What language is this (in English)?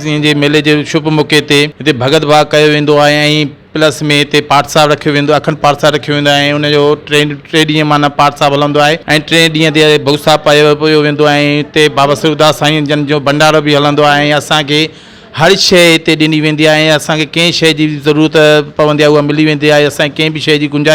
Sindhi